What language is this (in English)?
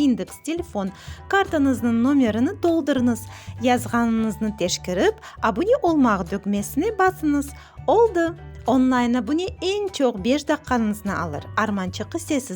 Crimean Tatar